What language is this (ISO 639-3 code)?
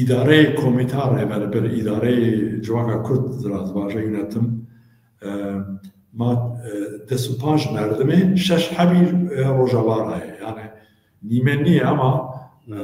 zza